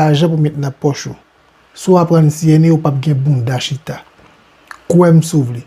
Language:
Haitian Creole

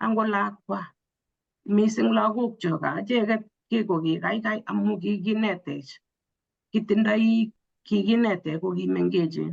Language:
Kalenjin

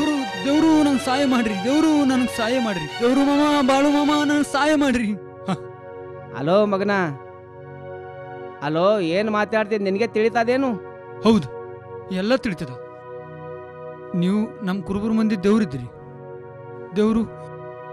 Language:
Kannada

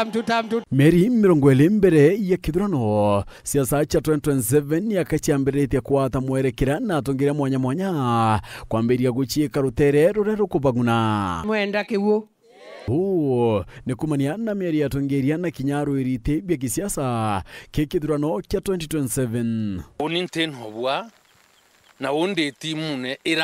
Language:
Meru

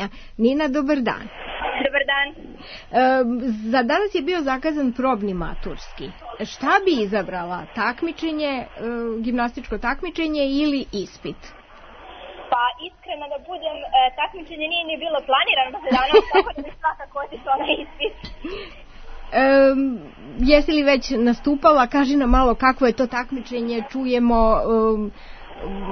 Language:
Serbian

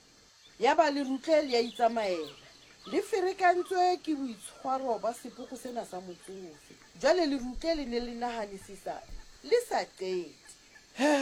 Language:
Southern Sotho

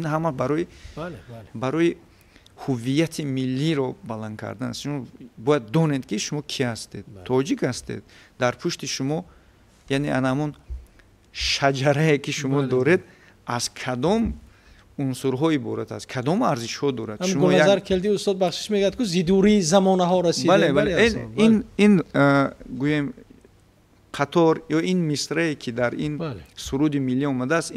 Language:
Tajik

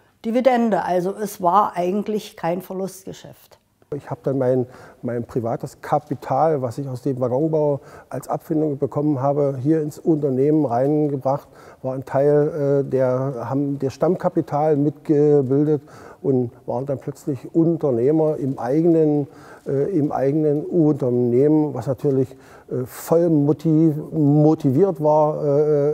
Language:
German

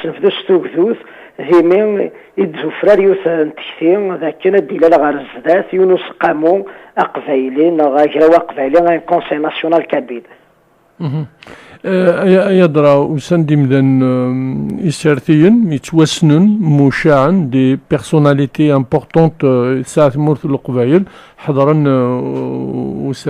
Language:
Kabyle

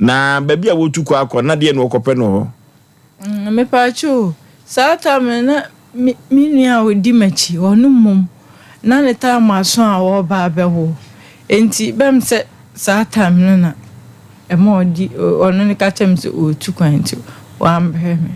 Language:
Akan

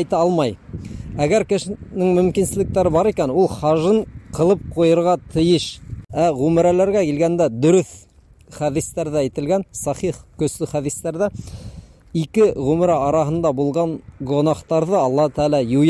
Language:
Bashkir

